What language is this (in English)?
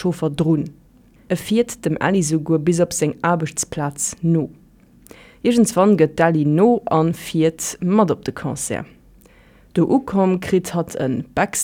Luxembourgish